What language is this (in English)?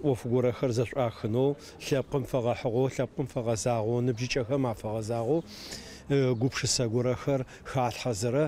Adyghe